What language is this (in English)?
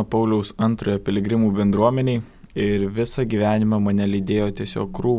Lithuanian